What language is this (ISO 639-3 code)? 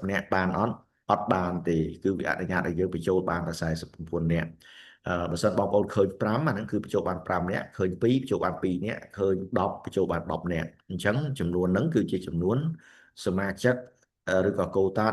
khm